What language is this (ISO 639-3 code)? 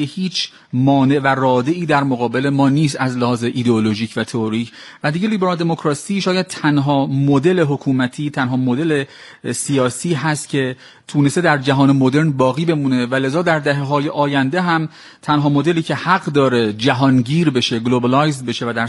fas